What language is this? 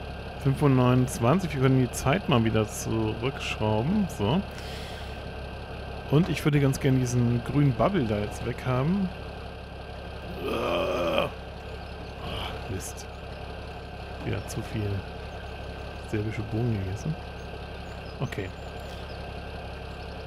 German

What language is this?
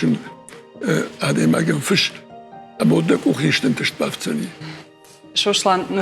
Ossetic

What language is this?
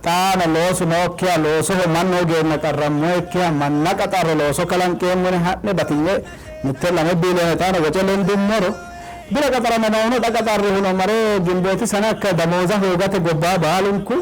Sidamo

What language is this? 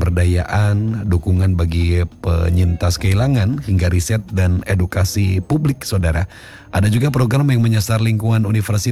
Indonesian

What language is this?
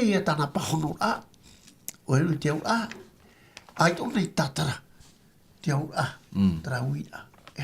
Tahitian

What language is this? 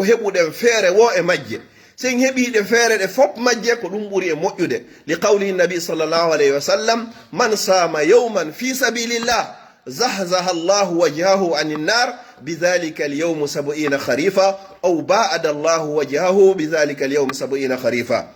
Fula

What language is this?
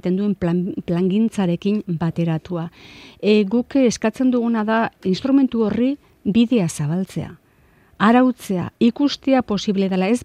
Basque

